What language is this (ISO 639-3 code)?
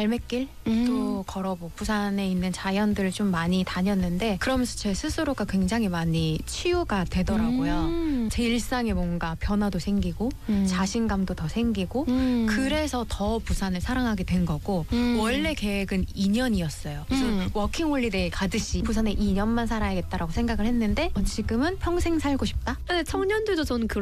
kor